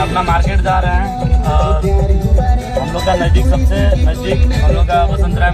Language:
Santali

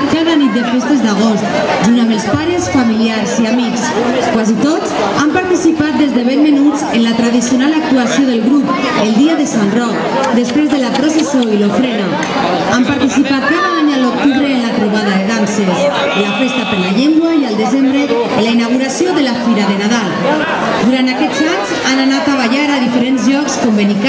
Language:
Catalan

